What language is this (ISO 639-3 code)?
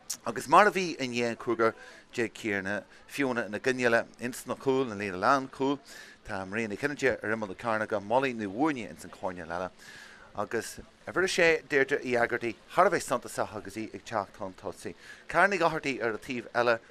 gle